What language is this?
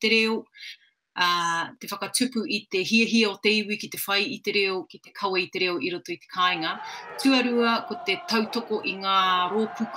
Māori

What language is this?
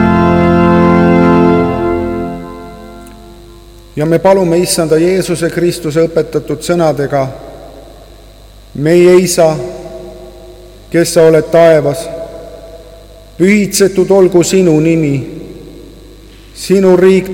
Estonian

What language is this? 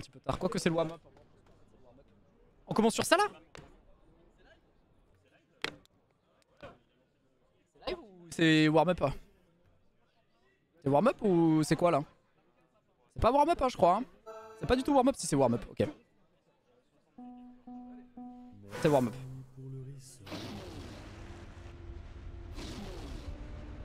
French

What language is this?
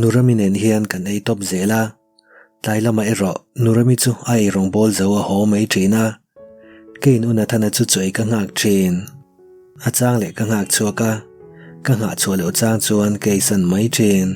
Mizo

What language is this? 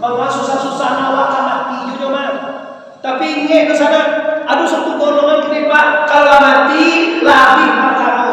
Minangkabau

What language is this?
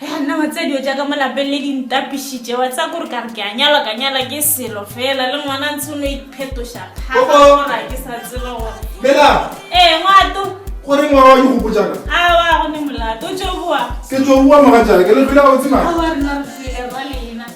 Northern Sotho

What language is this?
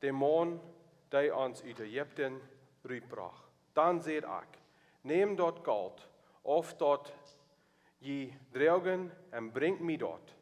Plautdietsch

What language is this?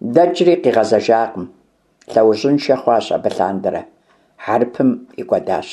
Kabardian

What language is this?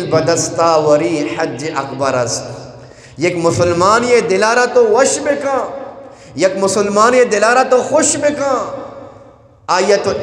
Eastern Balochi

